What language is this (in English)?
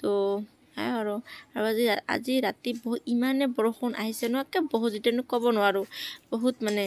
Assamese